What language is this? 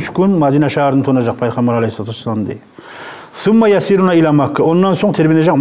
Kumyk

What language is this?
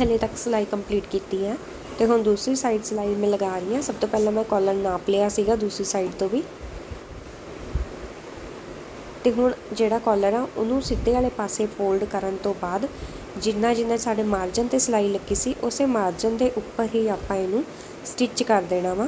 Punjabi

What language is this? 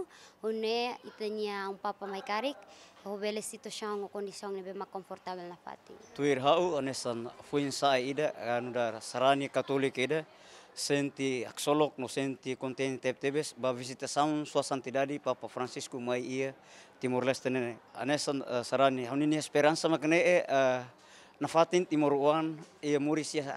Tetum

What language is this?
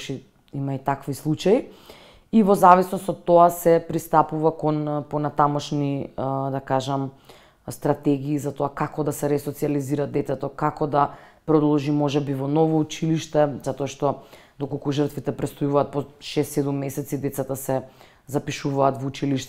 Macedonian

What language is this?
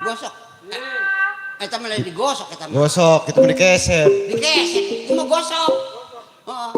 Betawi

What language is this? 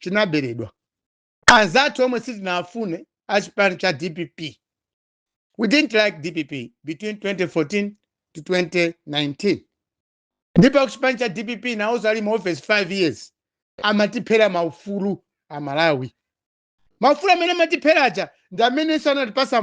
Nyanja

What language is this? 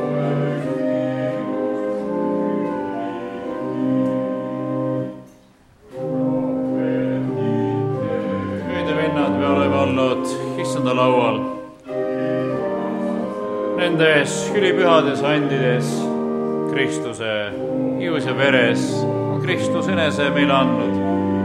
Estonian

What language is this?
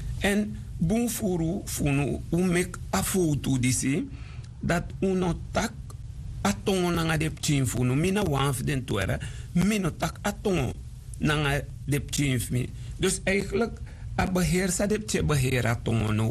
Sranan Tongo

